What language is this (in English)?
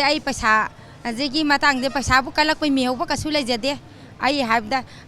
Manipuri